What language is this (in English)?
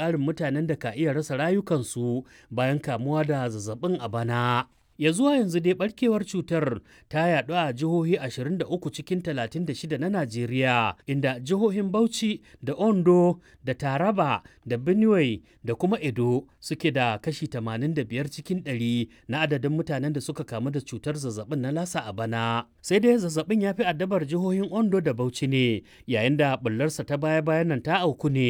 Hausa